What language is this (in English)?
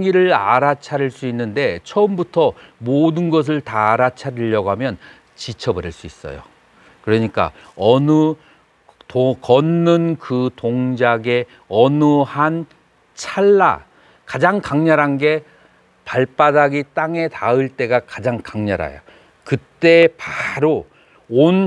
Korean